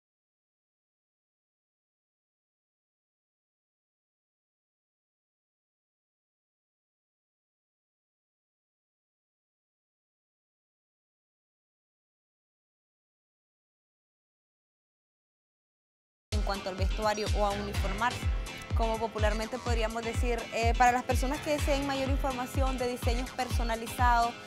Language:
Spanish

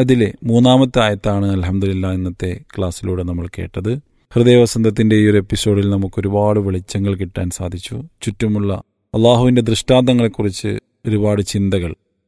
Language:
Malayalam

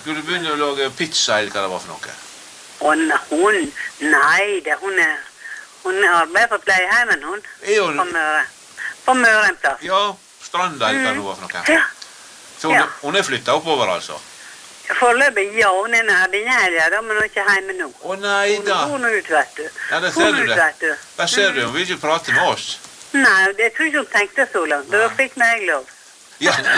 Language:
Norwegian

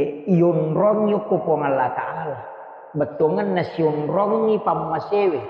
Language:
Buginese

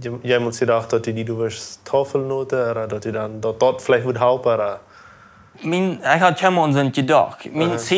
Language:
Plautdietsch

